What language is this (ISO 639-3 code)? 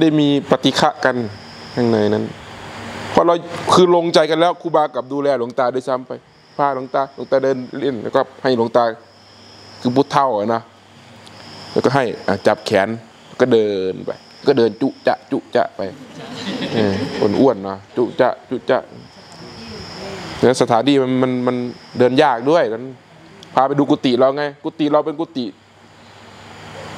tha